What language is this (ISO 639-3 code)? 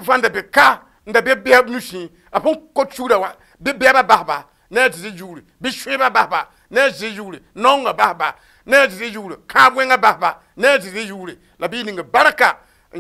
mos